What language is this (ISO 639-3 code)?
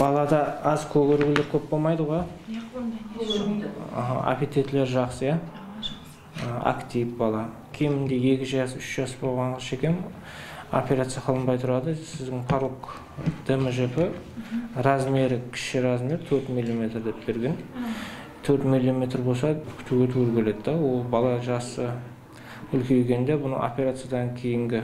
kaa